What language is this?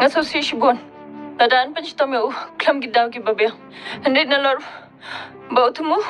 Khasi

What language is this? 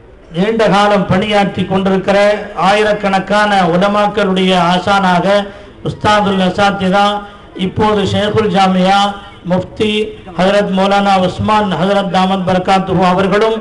Tamil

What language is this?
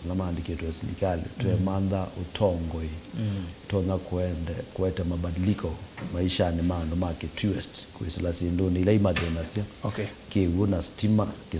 Kamba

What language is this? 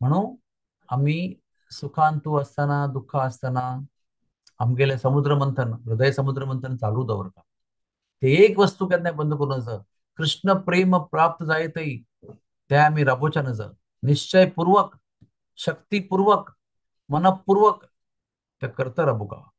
Konkani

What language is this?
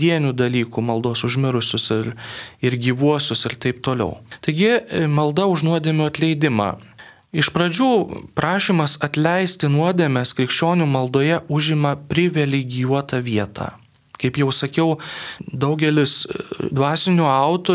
Lithuanian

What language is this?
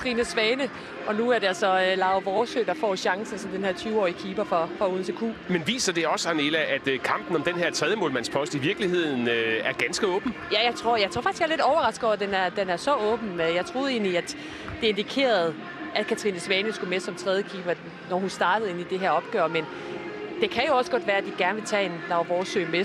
Danish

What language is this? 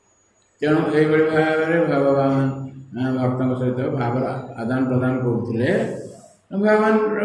Odia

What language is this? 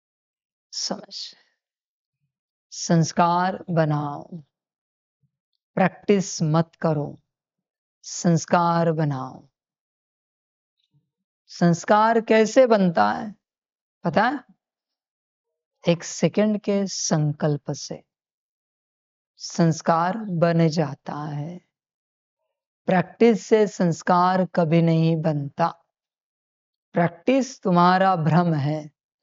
Hindi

